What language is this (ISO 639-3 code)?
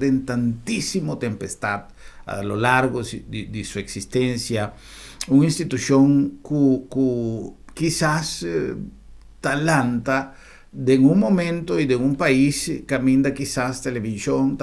pap